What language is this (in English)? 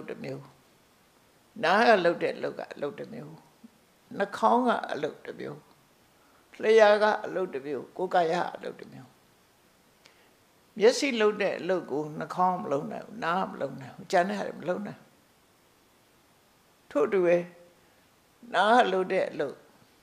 Burmese